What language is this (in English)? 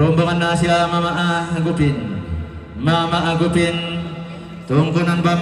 Toraja-Sa'dan